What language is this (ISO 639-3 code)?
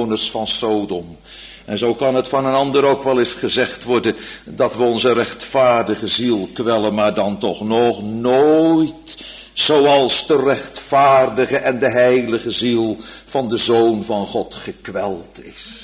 nld